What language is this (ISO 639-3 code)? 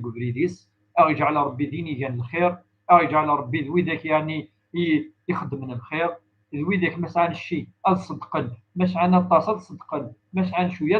kab